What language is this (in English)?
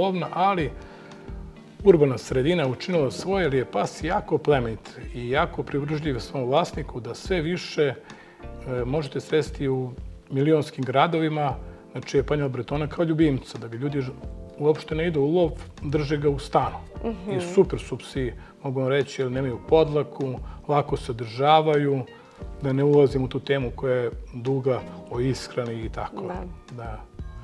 Serbian